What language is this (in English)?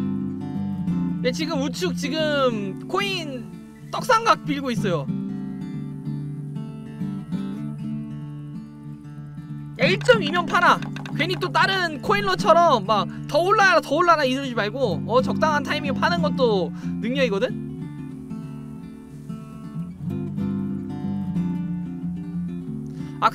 Korean